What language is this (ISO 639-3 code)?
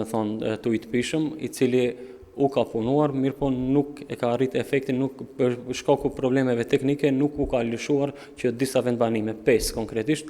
sqi